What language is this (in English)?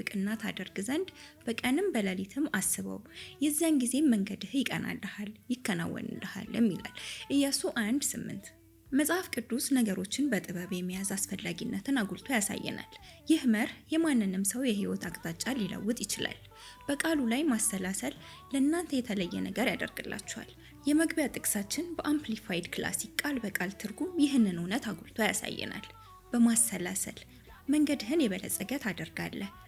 Amharic